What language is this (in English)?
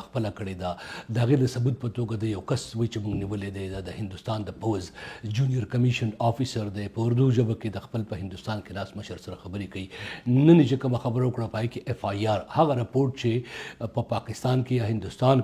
Pashto